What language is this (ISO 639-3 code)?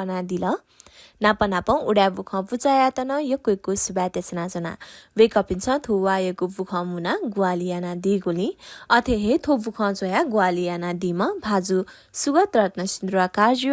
new